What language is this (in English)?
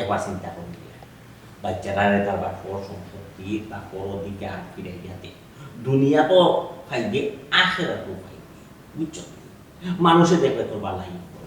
Sylheti